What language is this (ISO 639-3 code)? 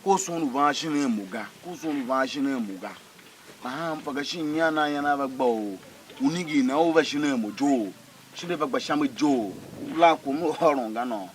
tiv